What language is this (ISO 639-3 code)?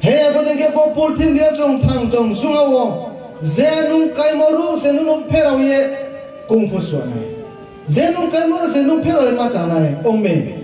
ria